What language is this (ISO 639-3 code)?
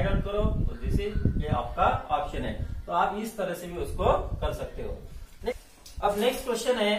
hin